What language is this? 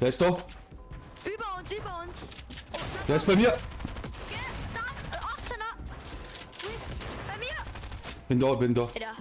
Bavarian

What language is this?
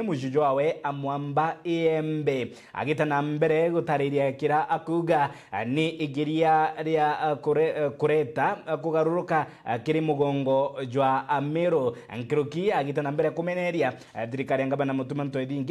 Meru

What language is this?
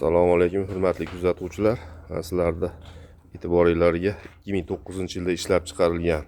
Uzbek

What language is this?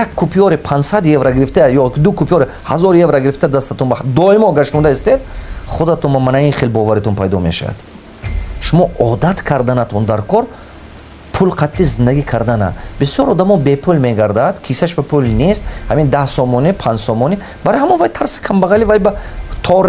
Tajik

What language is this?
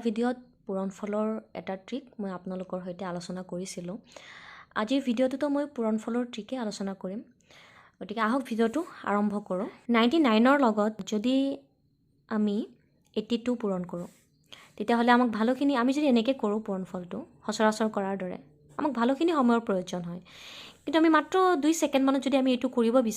Assamese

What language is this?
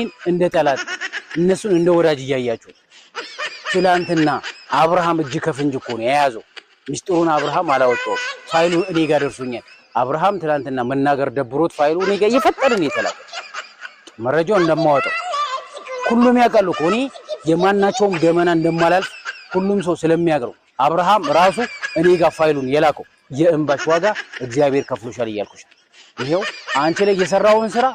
Amharic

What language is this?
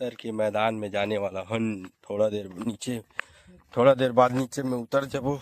Chhattisgarhi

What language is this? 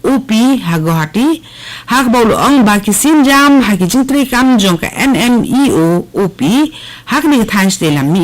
Khasi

